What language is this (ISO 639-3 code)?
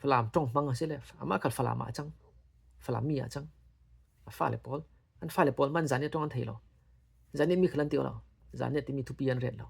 cfm